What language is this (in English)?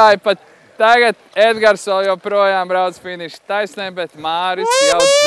Latvian